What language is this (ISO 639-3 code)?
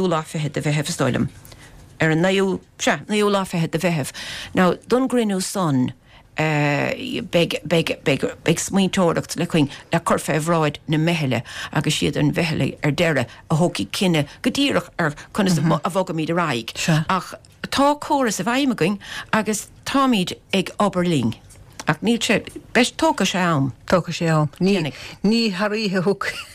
gle